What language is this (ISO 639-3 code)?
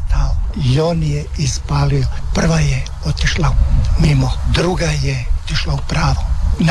hrv